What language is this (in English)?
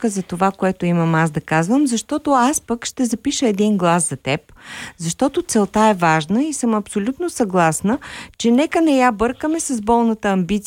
Bulgarian